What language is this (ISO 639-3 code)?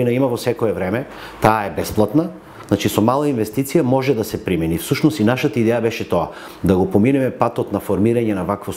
mkd